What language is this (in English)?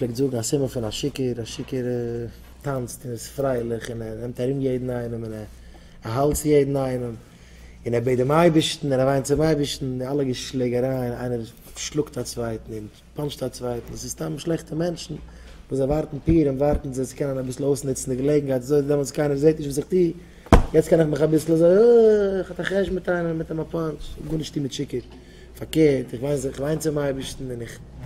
Yiddish